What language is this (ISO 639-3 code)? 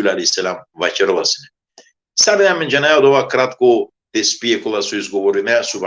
rmn